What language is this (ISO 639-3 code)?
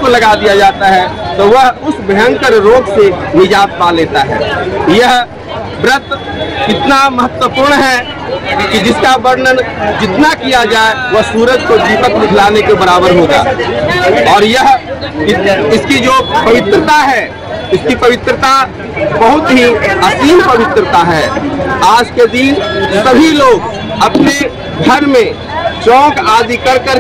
hin